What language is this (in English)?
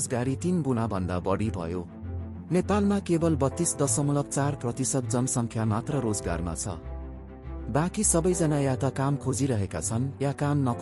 Nepali